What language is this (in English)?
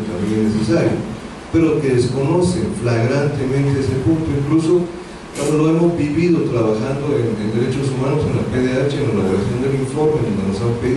Spanish